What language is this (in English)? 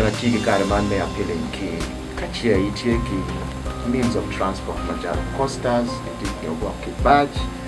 Acoli